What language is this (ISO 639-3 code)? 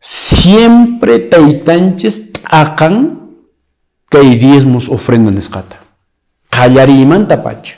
que